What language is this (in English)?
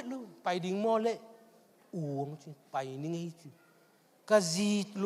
Tedim Chin